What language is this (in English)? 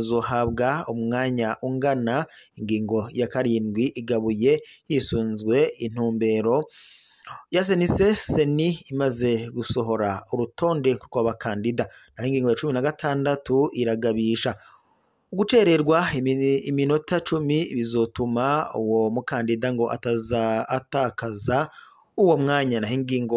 Rundi